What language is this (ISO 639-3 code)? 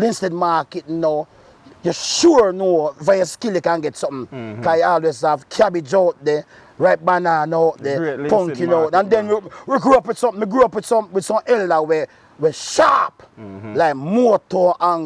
jam